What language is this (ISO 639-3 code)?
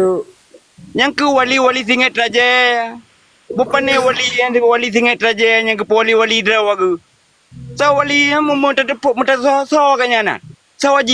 ace